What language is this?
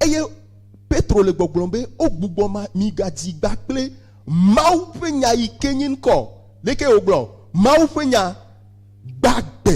Ewe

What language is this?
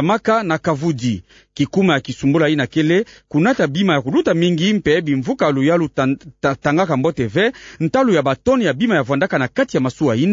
Kituba (Democratic Republic of Congo)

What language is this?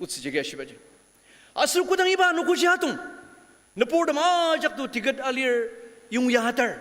Ao Naga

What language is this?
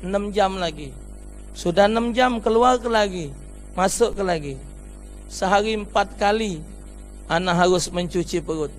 Musi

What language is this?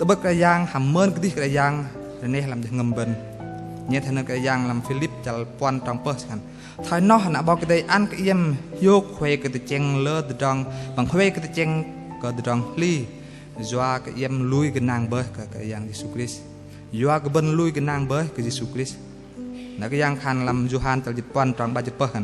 Bahnar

